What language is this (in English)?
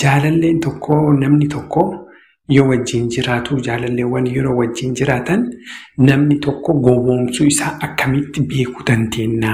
Oromo